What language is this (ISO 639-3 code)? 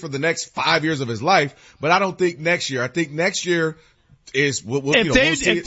eng